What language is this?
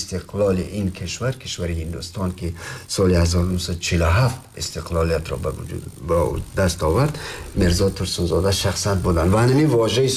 Tajik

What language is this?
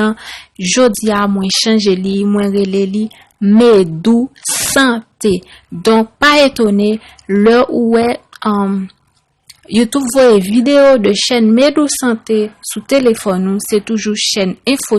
Haitian Creole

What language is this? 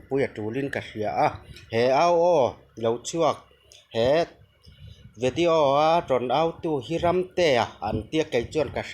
Mizo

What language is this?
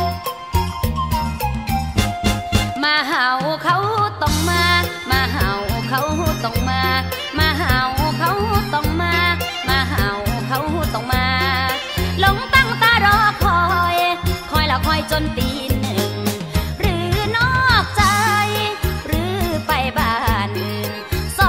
Thai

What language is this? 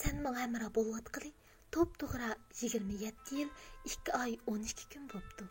Uyghur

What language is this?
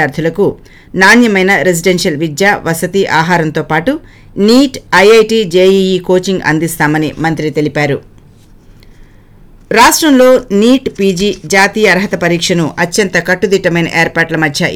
Telugu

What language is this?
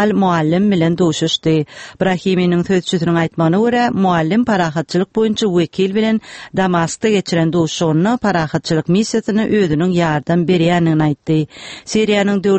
Turkmen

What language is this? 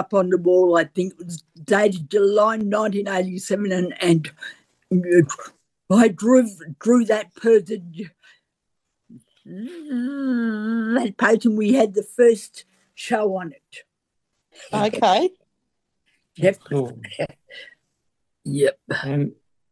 English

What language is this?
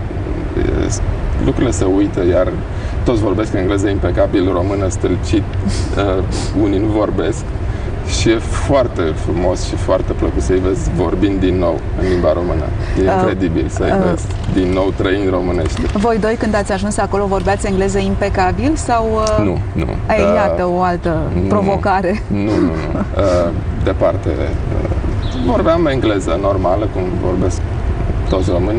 Romanian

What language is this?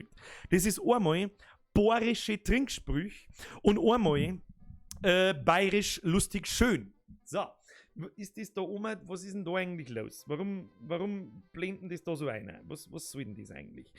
Bavarian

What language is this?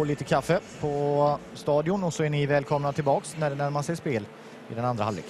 Swedish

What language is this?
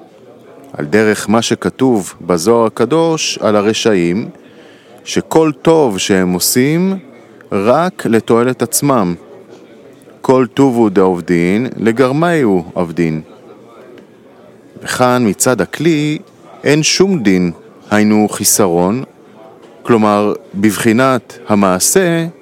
Hebrew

